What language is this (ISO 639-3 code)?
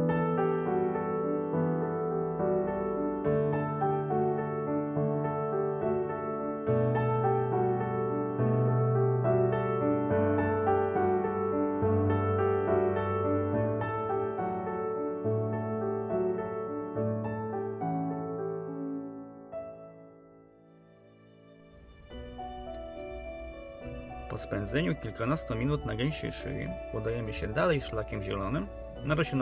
pol